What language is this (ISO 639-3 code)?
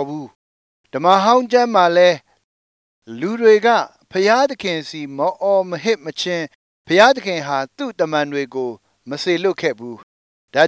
mya